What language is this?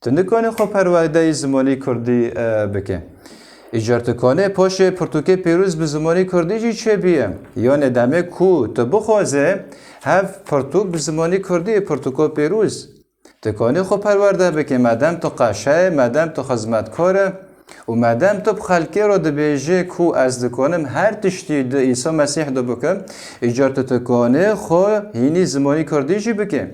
Kurdish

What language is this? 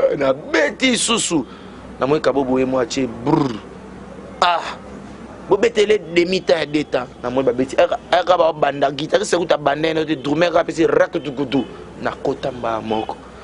Lingala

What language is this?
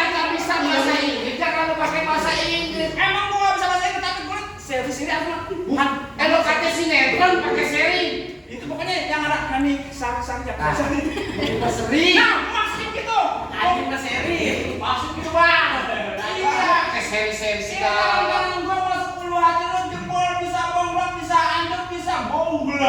Betawi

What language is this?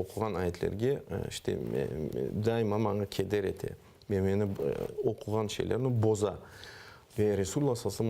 Crimean Tatar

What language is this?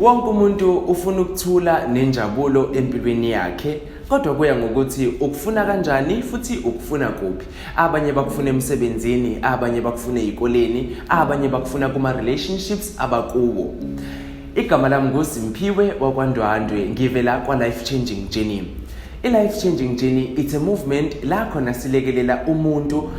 Zulu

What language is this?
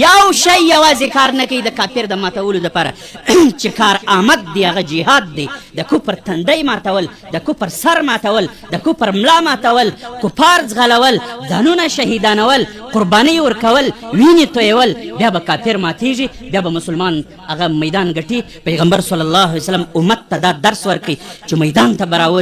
Pashto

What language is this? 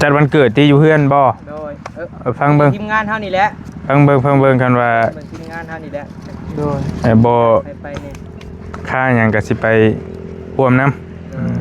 Northeastern Thai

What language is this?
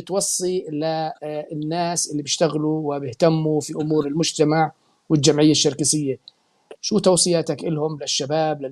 North Levantine Arabic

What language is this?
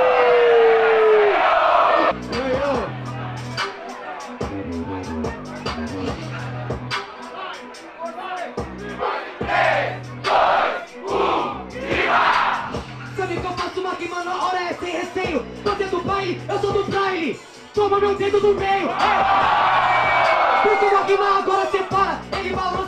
Portuguese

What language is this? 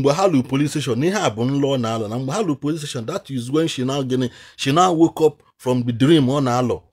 Igbo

